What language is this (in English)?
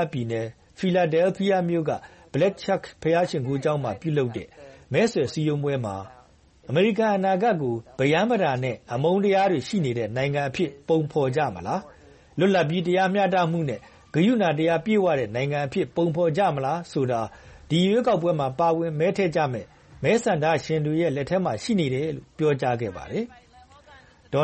Burmese